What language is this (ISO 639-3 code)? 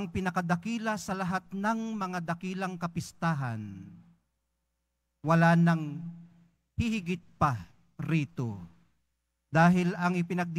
fil